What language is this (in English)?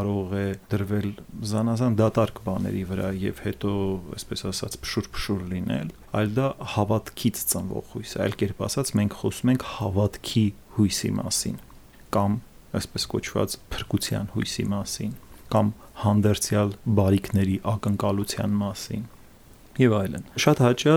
Armenian